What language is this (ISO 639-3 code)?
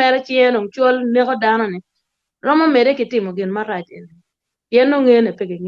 ach